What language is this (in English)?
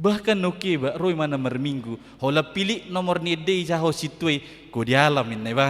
Batak Toba